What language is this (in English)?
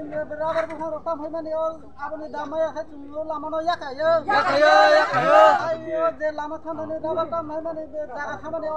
Kok Borok